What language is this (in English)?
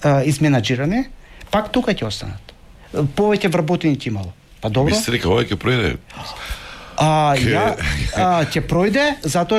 Macedonian